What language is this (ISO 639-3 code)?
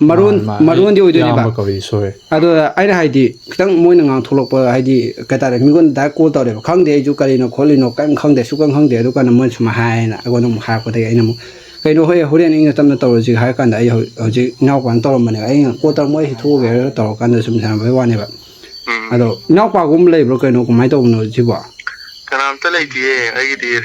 mni